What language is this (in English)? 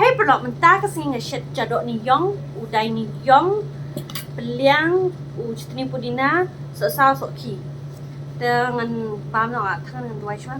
Khasi